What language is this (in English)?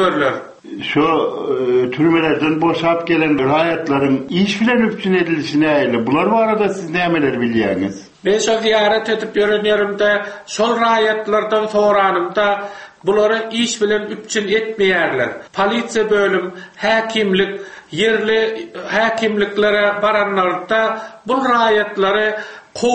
Turkmen